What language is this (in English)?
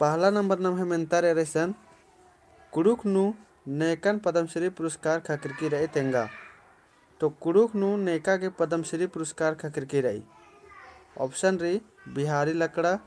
Kurukh